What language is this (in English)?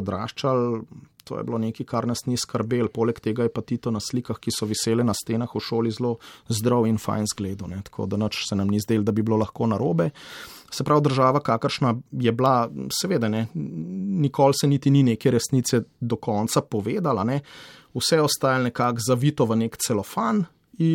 Slovenian